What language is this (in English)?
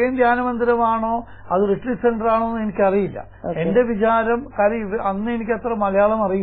Malayalam